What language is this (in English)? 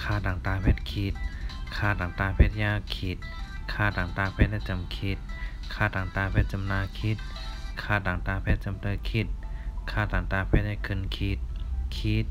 Shan